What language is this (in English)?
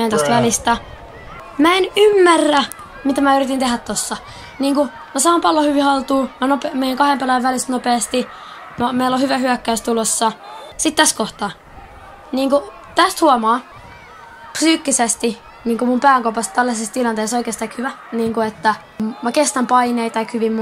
Finnish